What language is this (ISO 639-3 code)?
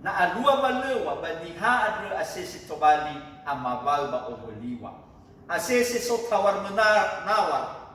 nia